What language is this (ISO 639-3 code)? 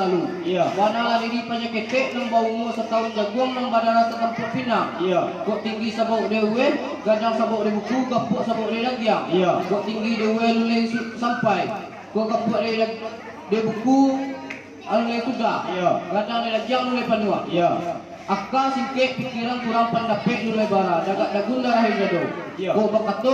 min